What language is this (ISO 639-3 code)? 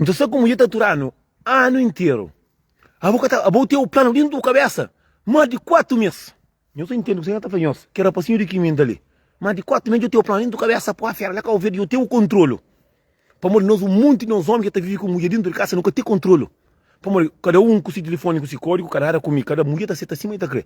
kea